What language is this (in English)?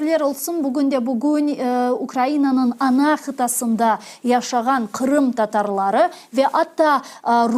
Crimean Tatar